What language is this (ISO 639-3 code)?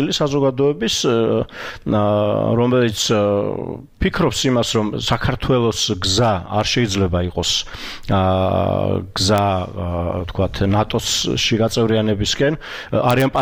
kat